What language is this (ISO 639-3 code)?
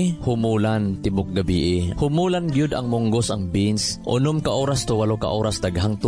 ceb